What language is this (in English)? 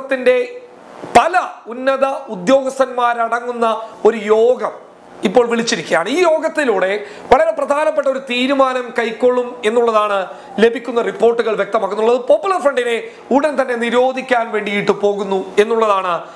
Malayalam